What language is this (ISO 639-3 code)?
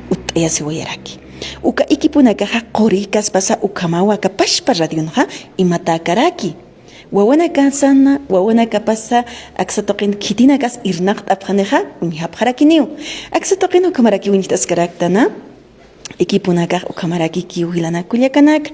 aym